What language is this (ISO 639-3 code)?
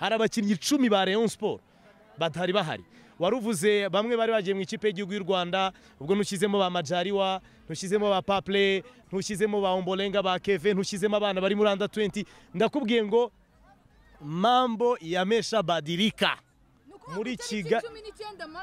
kin